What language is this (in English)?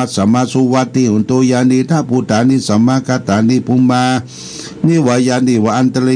Pali